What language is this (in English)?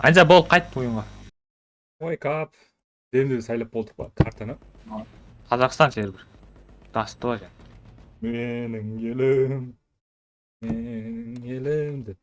Kara-Kalpak